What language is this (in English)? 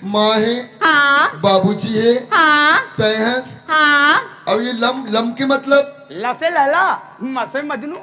Chhattisgarhi